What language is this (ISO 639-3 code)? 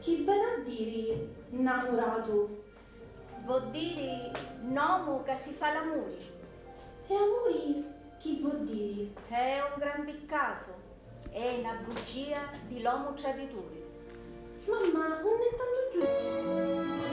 scn